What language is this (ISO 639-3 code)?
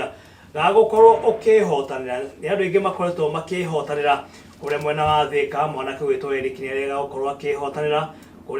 kik